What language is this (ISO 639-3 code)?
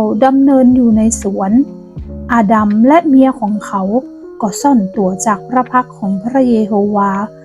nod